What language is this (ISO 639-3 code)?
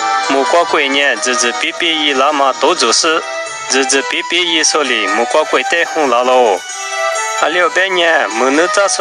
lis